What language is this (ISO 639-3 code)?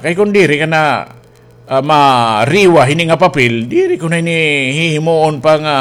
war